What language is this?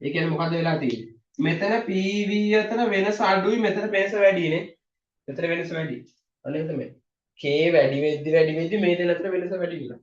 Sinhala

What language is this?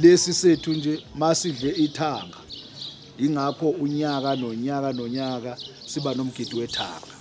Zulu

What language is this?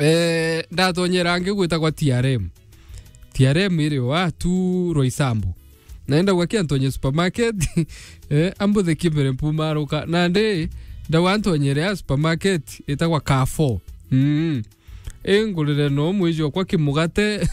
Meru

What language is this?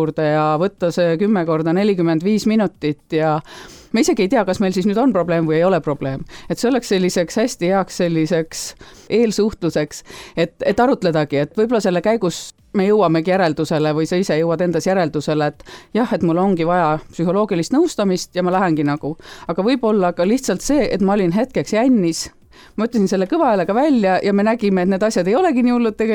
Estonian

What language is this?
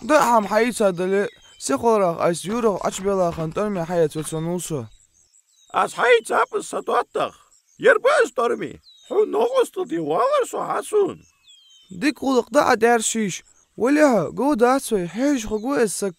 Ingush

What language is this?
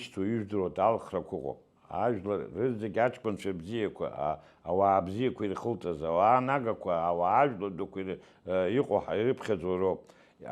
Abkhazian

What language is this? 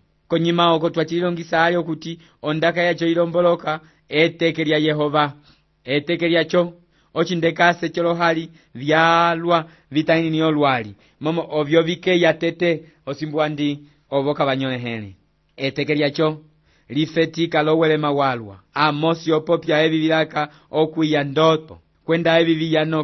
Umbundu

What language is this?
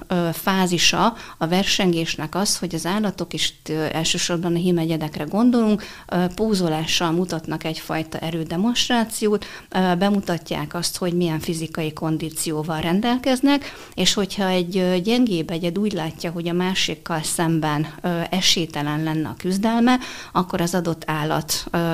Hungarian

